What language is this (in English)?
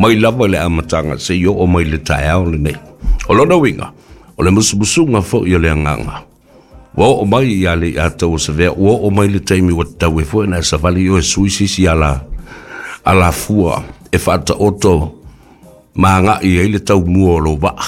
Samoan